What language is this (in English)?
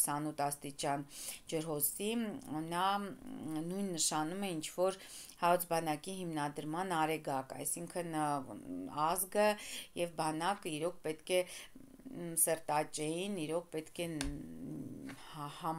Armenian